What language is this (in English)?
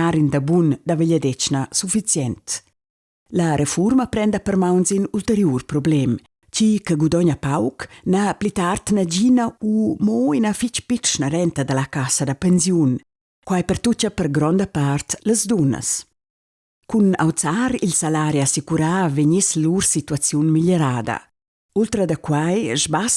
Romansh